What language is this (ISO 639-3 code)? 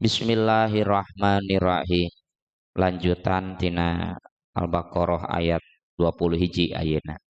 sun